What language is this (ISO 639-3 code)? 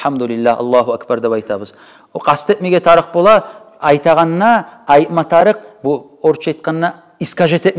kum